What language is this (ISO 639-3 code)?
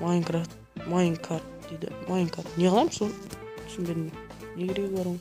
kaa